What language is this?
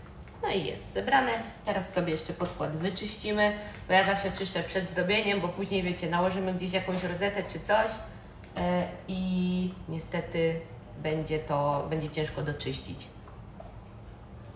Polish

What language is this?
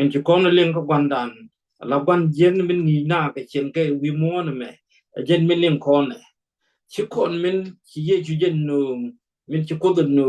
Nuer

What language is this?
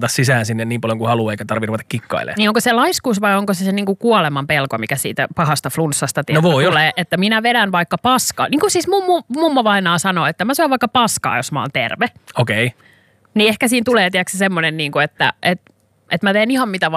Finnish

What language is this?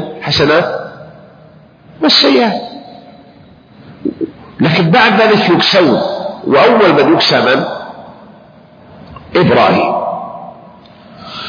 Arabic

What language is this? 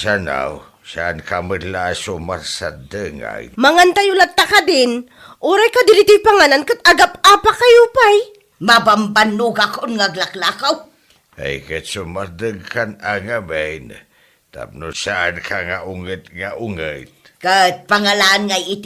Iloko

